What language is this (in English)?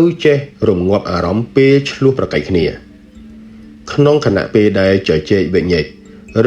Khmer